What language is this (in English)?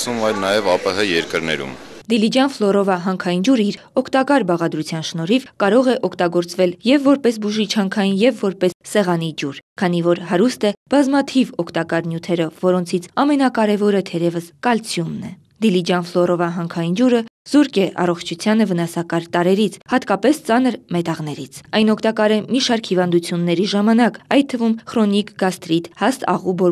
Armenian